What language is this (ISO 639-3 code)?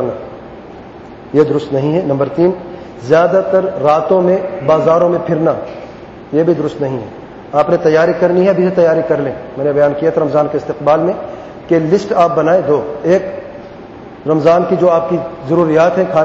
urd